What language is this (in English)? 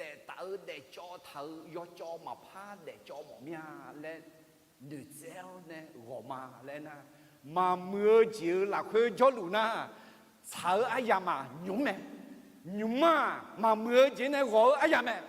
Akha